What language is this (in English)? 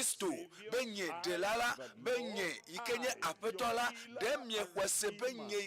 Ewe